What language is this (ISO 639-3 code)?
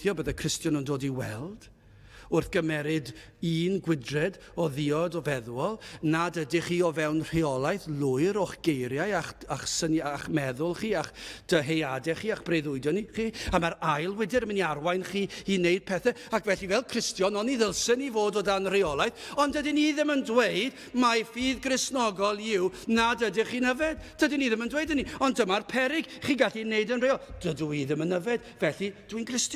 cym